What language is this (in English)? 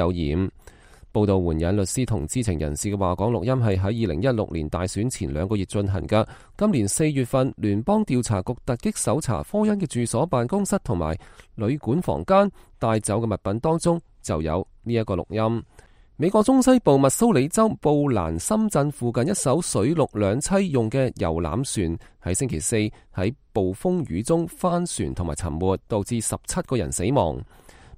Cantonese